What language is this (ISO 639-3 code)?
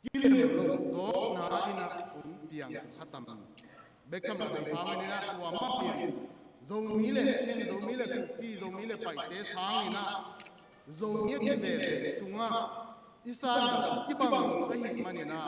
ctd